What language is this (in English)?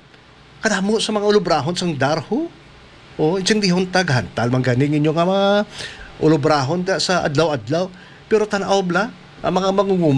Hiligaynon